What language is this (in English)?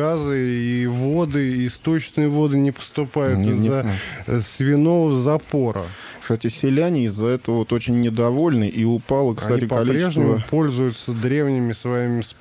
Russian